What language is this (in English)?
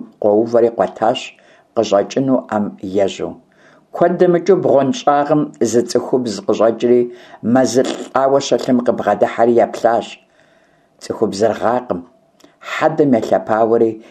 Kabardian